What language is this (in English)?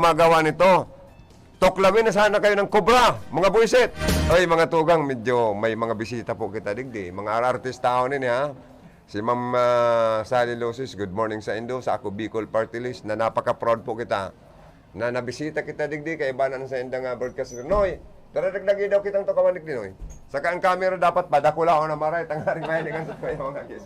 Bikol